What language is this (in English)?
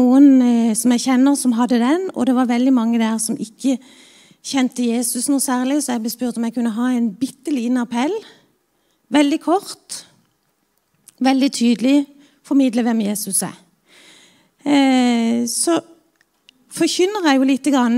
Norwegian